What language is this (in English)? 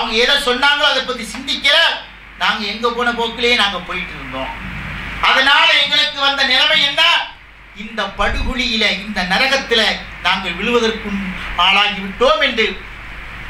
Tamil